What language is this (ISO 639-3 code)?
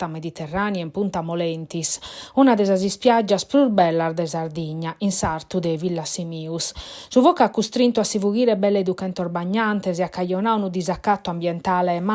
srd